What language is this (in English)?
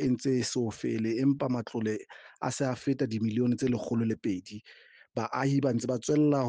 Southern Sotho